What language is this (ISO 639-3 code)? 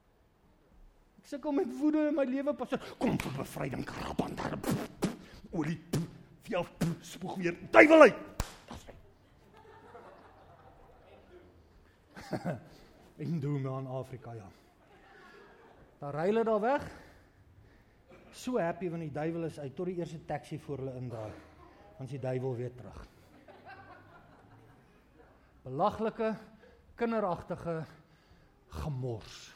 afr